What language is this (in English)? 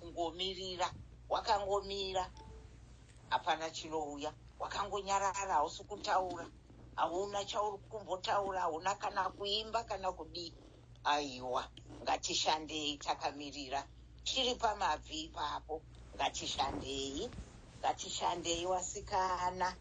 Shona